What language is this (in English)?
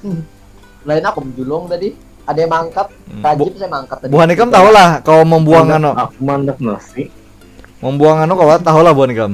Banjar